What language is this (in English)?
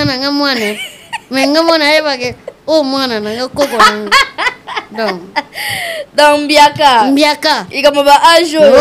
Lingala